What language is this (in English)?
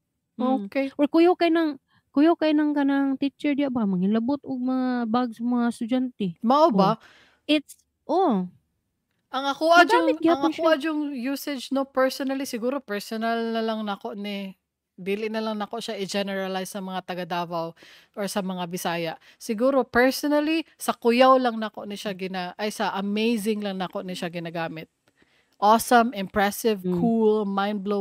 Cebuano